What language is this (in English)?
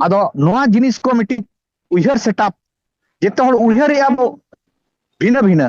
Santali